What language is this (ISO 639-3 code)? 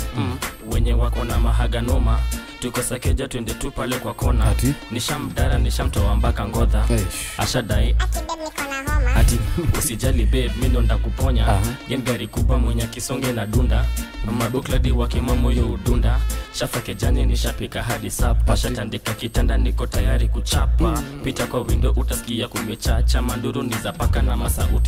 swa